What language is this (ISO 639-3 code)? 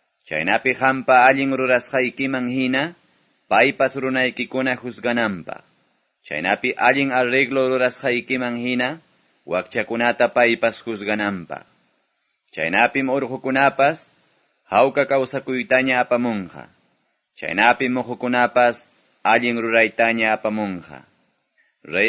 que